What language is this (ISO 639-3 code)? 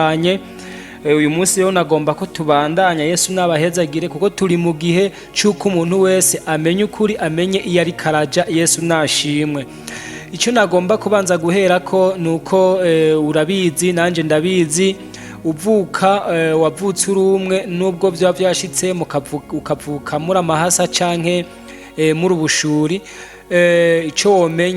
run